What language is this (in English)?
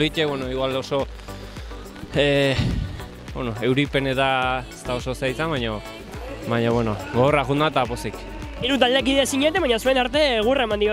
Basque